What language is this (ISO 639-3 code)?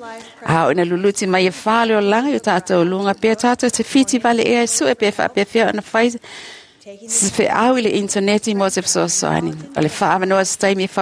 smo